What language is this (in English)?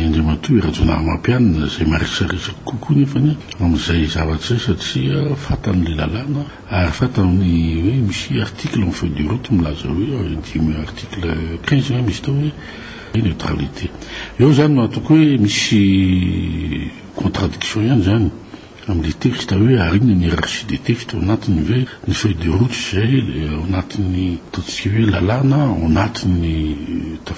Malagasy